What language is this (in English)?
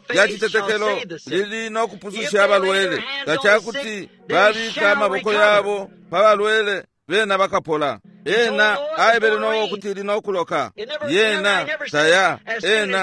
Bemba